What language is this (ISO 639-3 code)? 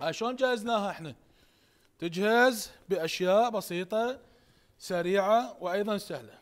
acm